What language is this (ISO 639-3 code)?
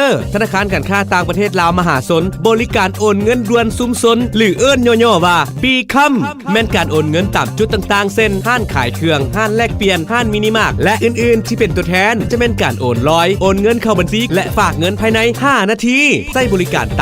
lao